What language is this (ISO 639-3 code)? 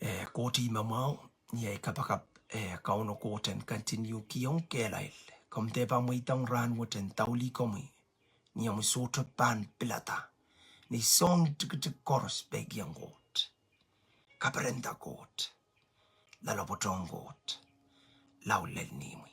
pon